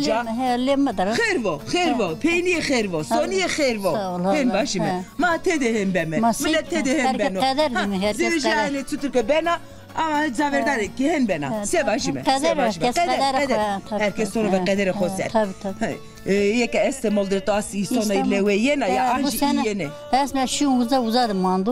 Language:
Zaza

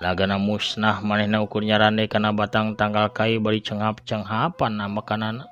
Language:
Sundanese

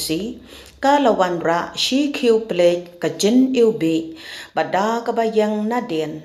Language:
Khasi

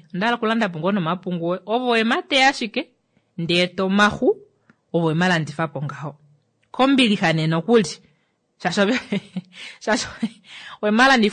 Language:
Kuanyama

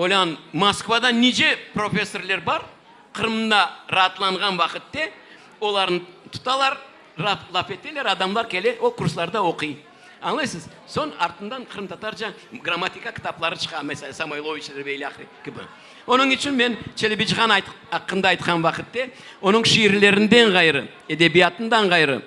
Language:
Crimean Tatar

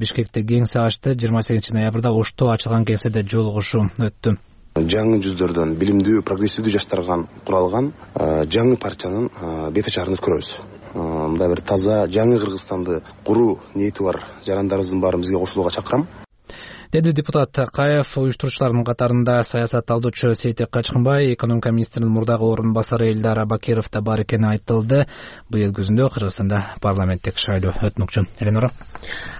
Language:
Kyrgyz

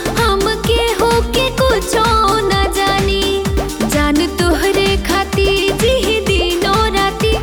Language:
Bhojpuri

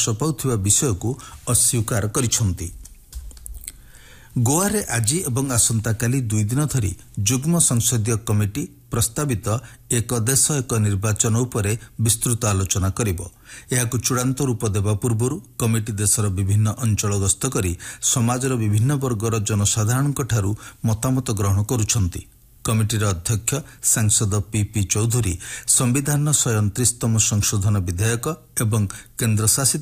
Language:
Odia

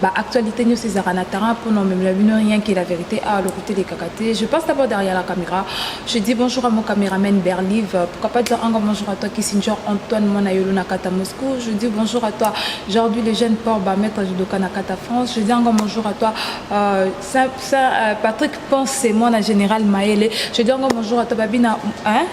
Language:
Lingala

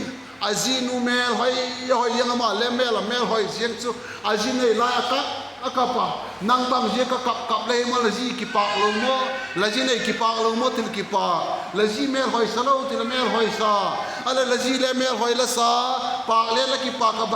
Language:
Vaiphei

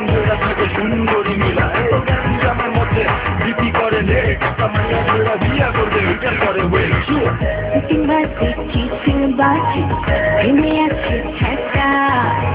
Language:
Bangla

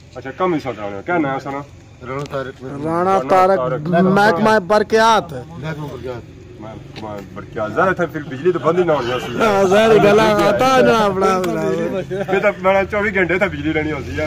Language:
Pahari-Potwari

